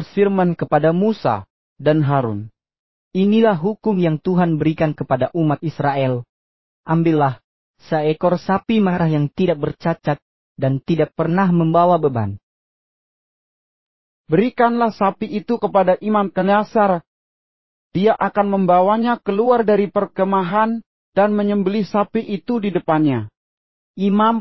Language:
Indonesian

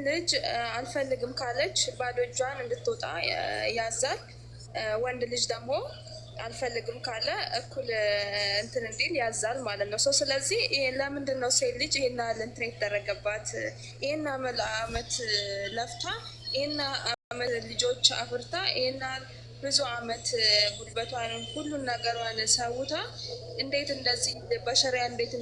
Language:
Amharic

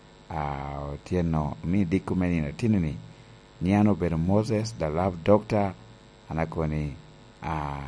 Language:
Lango (Uganda)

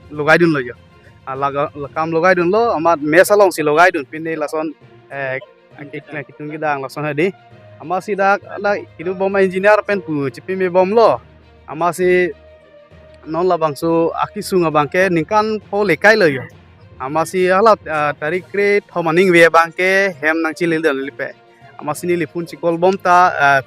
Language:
Karbi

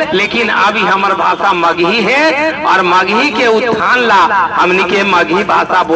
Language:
Magahi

